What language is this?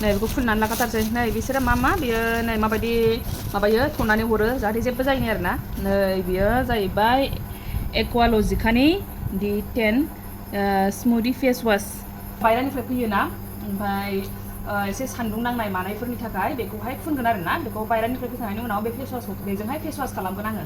Bodo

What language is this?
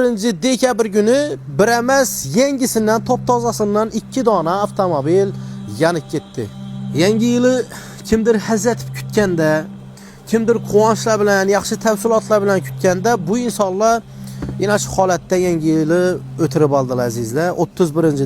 Uzbek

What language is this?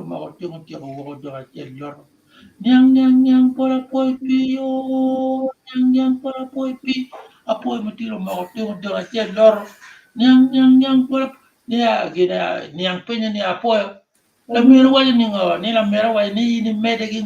Acoli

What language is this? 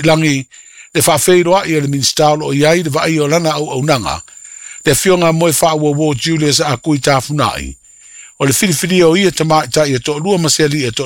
Samoan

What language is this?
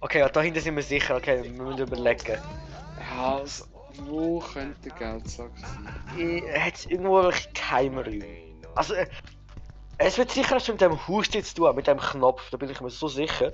Swiss German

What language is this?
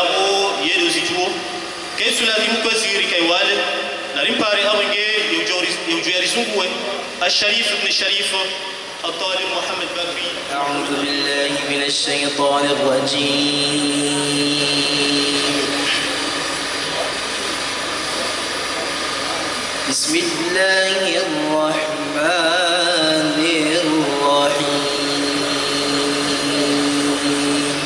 Ngazidja Comorian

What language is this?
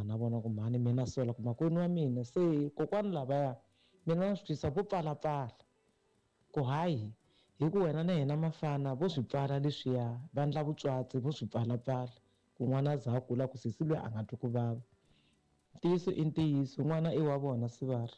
Tsonga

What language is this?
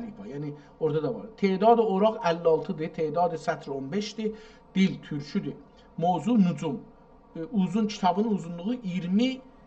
South Azerbaijani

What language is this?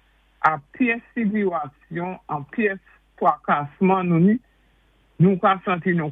Saint Lucian Creole French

